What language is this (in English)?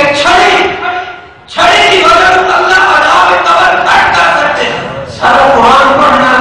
Saraiki